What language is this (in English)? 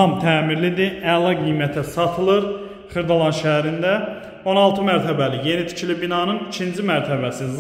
Azerbaijani